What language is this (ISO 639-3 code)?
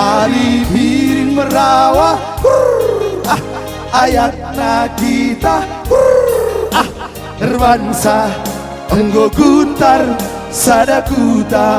btx